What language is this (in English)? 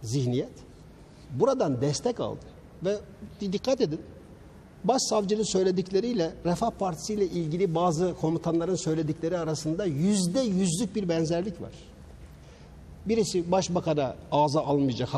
Turkish